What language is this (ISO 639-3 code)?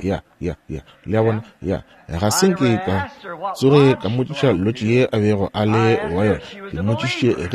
nso